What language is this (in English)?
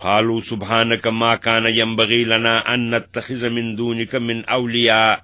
Kashmiri